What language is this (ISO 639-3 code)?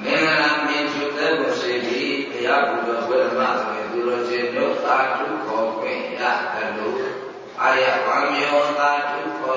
mya